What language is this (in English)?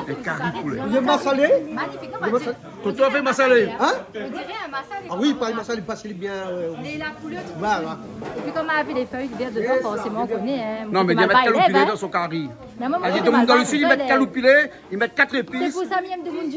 Réunion Creole French